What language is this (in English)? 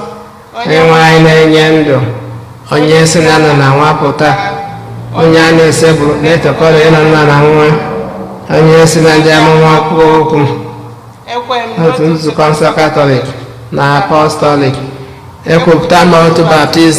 Igbo